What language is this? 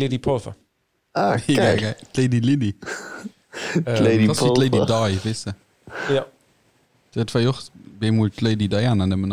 Luxembourgish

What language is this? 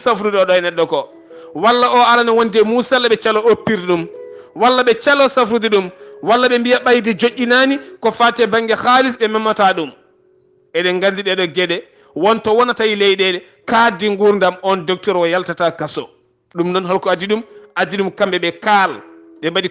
Fula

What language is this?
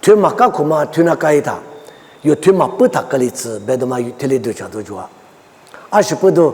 Lisu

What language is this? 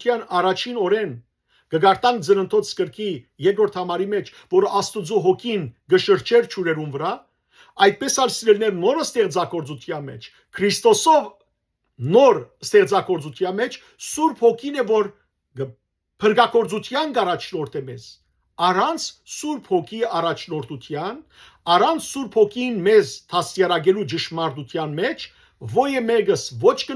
Western Armenian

